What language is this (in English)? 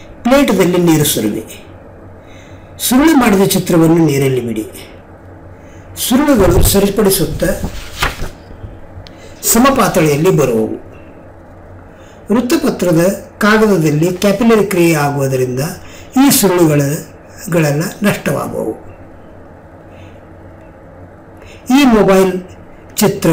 Kannada